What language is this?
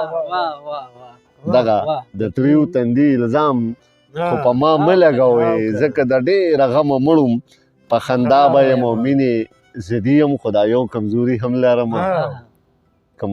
Pashto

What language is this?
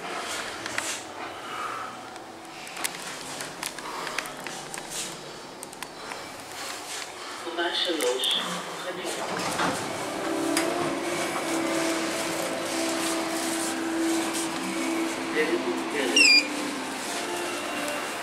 Hebrew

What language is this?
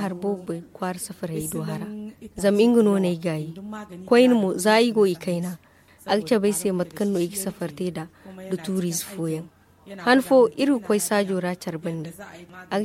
Zarma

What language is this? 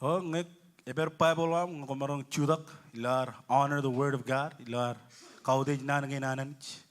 Marshallese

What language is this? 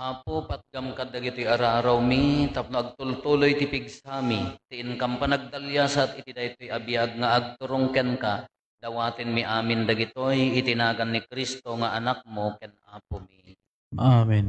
Iloko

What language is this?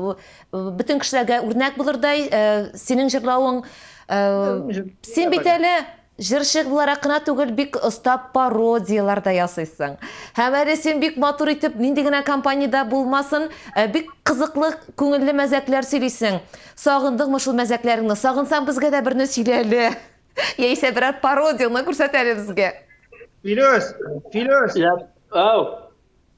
Tatar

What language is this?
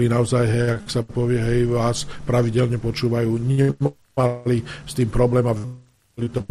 Slovak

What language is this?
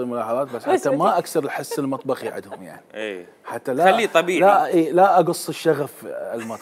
Mesopotamian Arabic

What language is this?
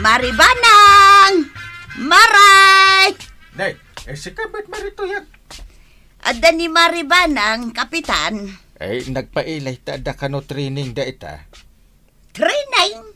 Iloko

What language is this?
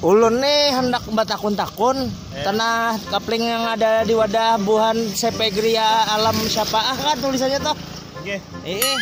Banjar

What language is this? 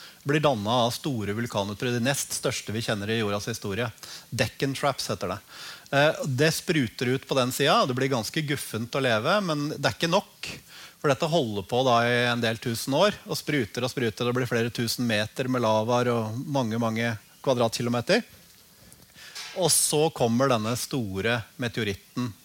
Norwegian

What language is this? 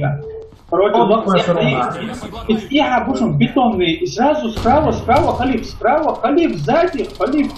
Chechen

